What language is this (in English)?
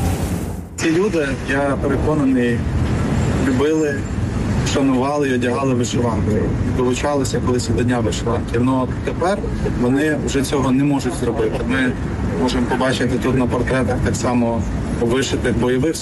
Ukrainian